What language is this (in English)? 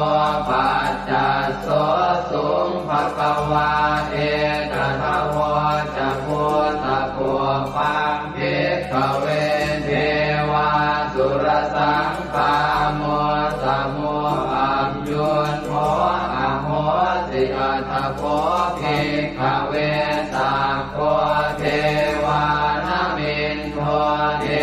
Pali